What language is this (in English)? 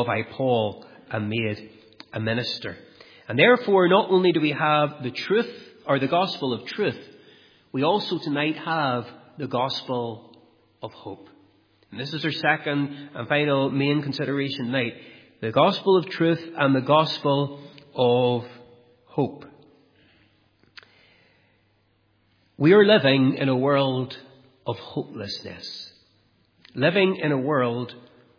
English